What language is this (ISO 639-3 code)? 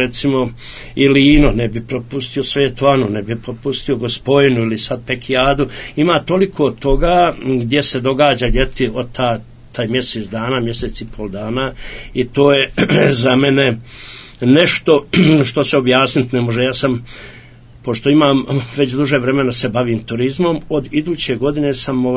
hrv